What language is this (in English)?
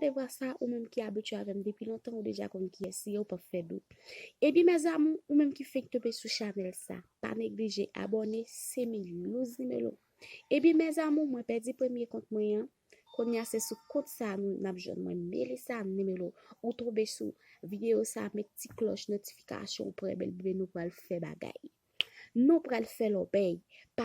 Haitian Creole